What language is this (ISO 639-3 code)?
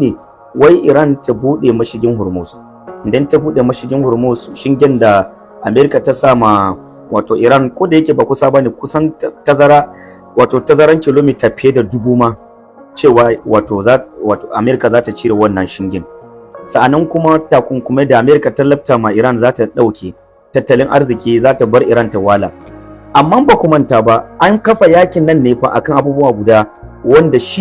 hau